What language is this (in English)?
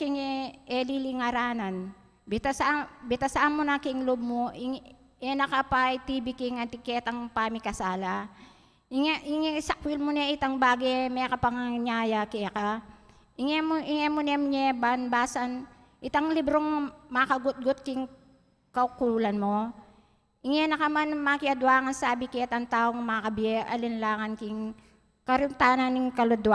Pampanga